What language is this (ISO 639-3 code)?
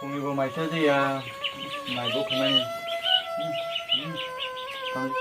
trp